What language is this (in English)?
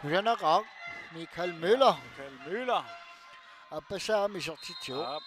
Kalaallisut